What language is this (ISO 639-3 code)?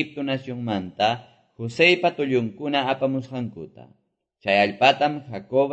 que